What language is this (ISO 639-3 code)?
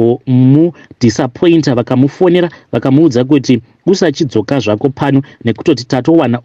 sna